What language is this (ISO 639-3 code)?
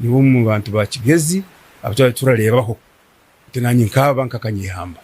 nyn